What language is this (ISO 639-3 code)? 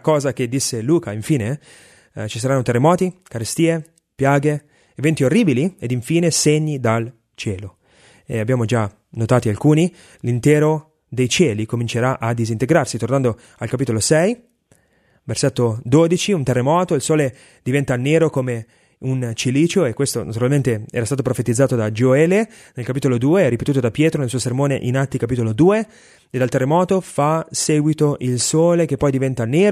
ita